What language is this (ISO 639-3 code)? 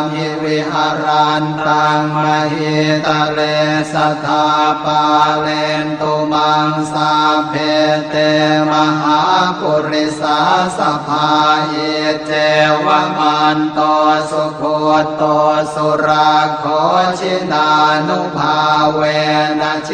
pli